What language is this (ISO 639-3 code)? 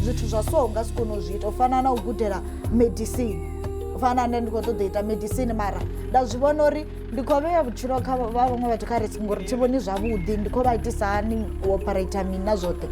ven